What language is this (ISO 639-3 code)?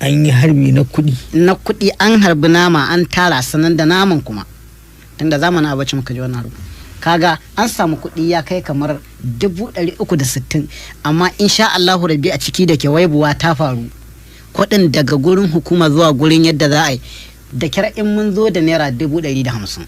hau